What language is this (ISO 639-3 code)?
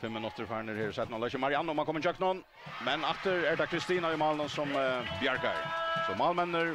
fao